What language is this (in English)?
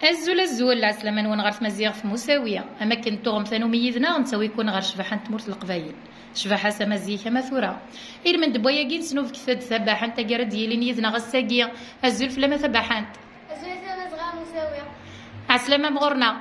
Kabyle